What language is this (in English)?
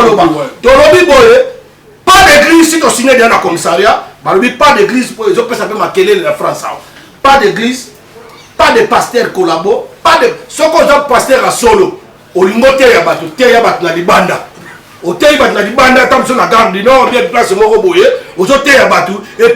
Lingala